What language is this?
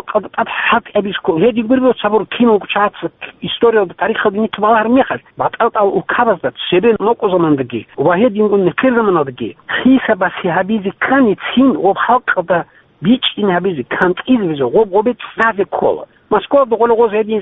Avaric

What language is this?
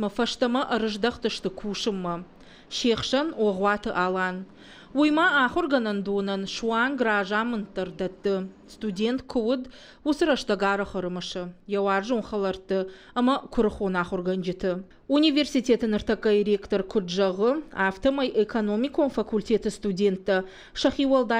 Ossetic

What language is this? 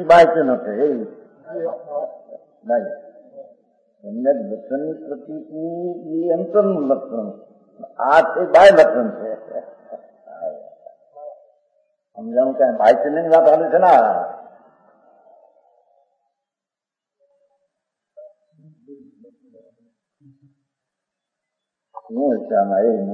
Gujarati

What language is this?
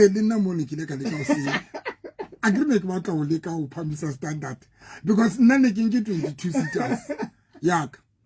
Southern Sotho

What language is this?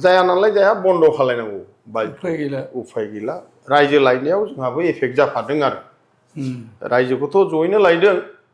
Bodo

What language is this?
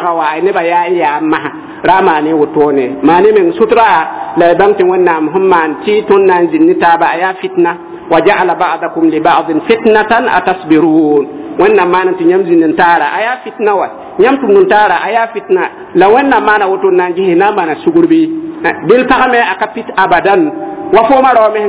Mossi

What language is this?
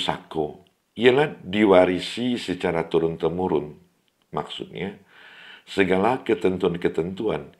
Minangkabau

